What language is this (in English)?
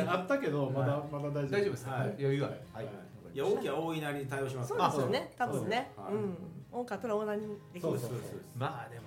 Japanese